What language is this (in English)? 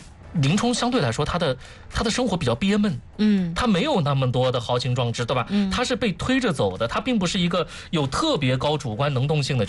Chinese